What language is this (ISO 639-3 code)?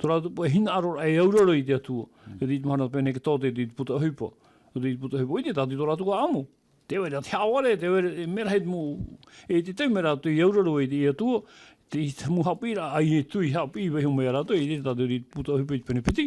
tah